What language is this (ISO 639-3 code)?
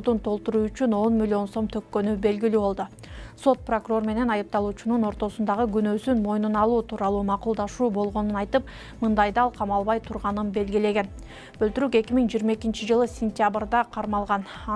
kir